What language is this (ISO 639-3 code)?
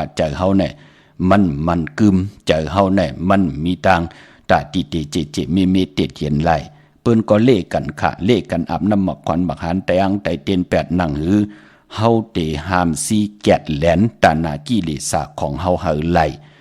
shn